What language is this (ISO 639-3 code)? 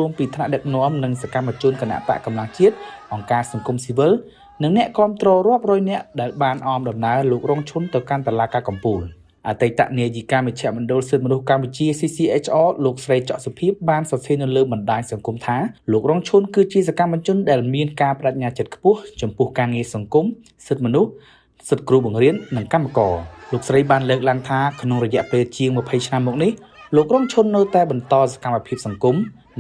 khm